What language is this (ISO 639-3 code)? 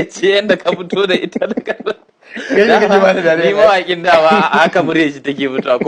hau